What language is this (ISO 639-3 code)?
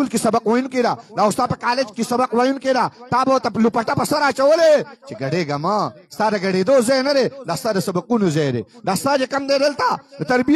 pus